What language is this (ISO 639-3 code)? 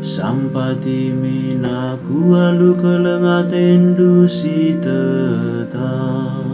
btx